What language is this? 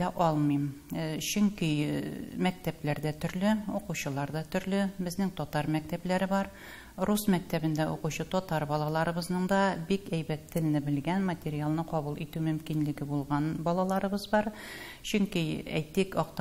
Tatar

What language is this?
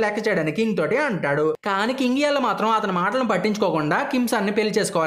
Telugu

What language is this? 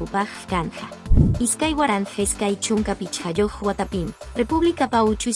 Quechua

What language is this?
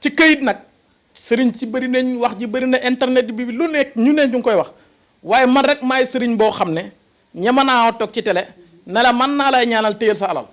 Wolof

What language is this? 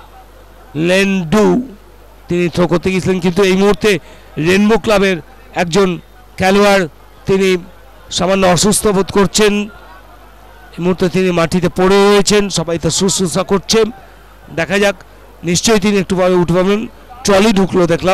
Bangla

